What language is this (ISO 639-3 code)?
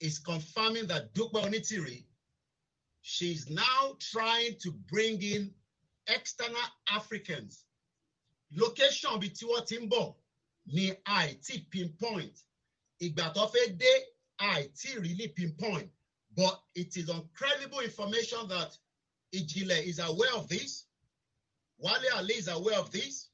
yor